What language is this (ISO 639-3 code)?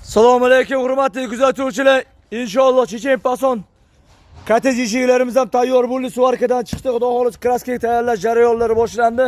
uzb